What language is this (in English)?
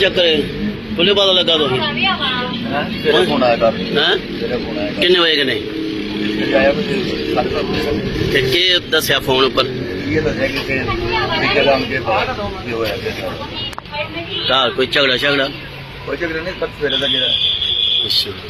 Dogri